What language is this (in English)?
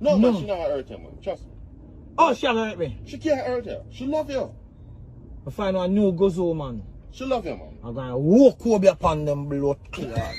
Jamaican Creole English